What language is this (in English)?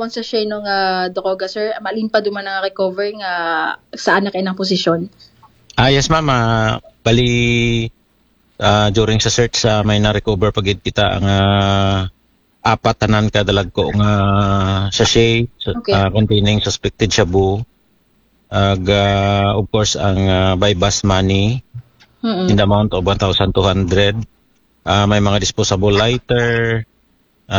Aklanon